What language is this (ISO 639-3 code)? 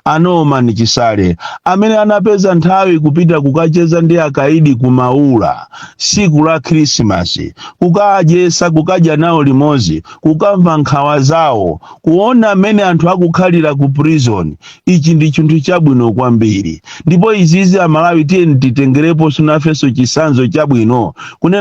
nya